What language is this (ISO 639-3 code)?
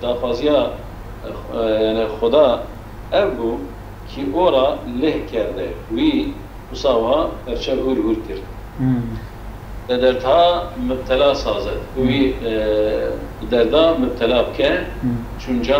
kur